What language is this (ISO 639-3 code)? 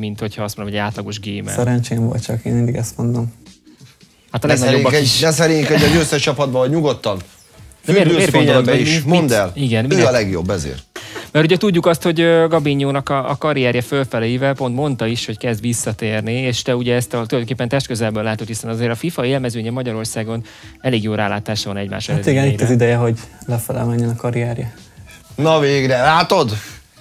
hun